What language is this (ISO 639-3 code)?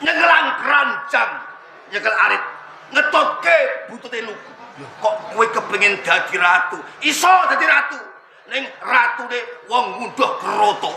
jav